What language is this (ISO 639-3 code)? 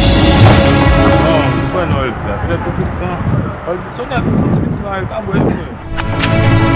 hat